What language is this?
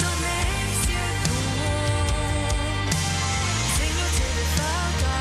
Plautdietsch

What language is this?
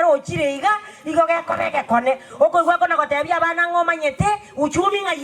Gusii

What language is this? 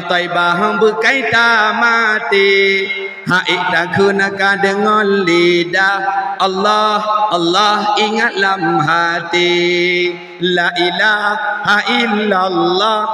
Achinese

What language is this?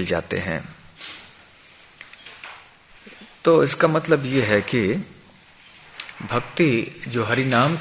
Hindi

